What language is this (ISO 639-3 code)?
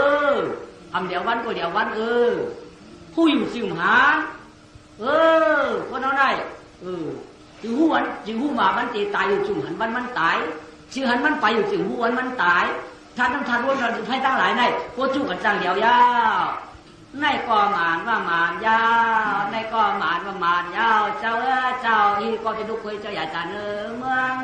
shn